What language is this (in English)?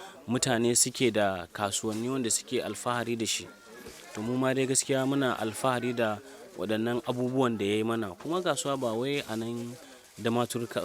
Hausa